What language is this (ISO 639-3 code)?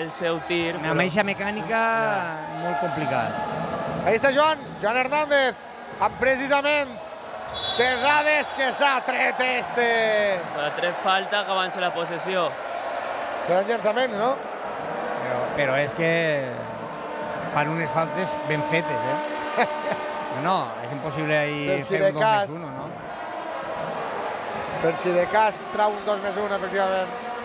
cat